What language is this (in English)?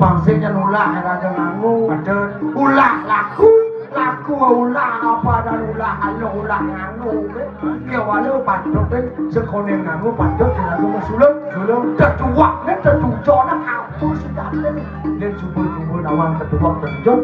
Balinese